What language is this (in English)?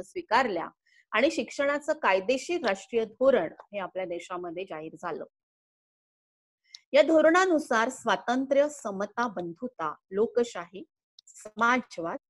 Marathi